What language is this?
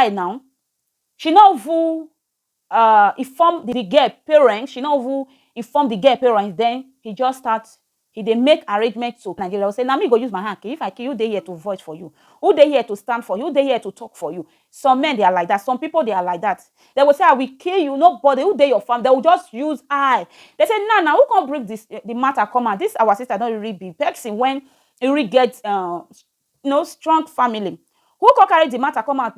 Nigerian Pidgin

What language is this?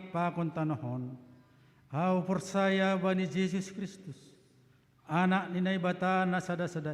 Batak Simalungun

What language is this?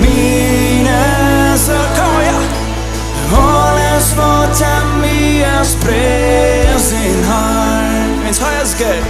Plautdietsch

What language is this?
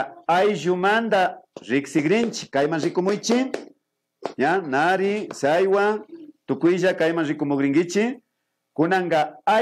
Imbabura Highland Quichua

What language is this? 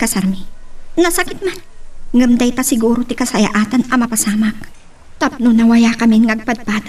Iloko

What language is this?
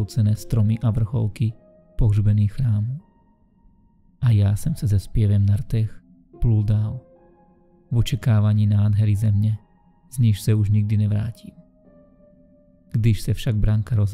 Czech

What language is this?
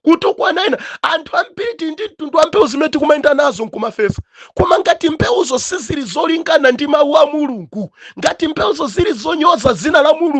Nyanja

